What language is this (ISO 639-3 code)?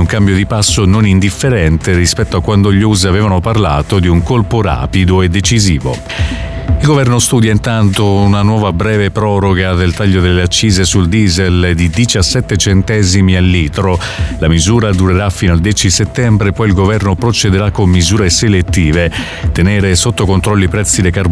ita